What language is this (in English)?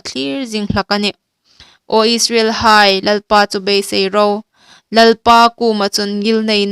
Hmar